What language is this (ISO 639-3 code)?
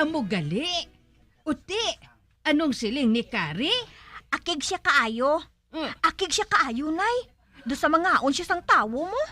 hil